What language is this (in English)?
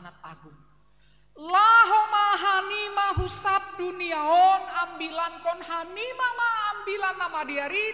Batak Simalungun